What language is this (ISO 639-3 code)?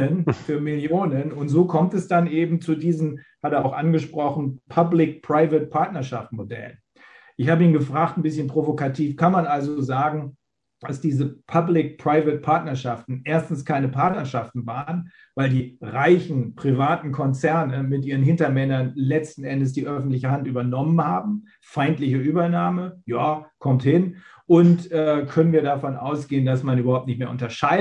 deu